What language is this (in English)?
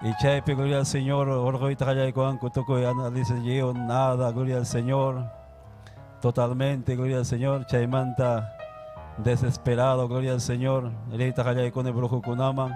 Ayacucho Quechua